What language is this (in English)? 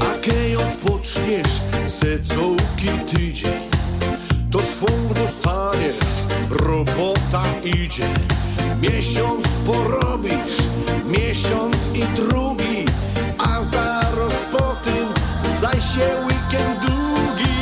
Silesian